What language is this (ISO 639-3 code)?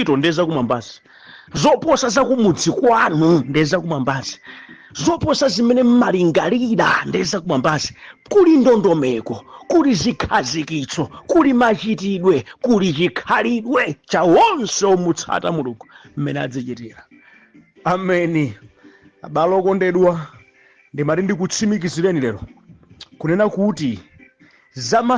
nya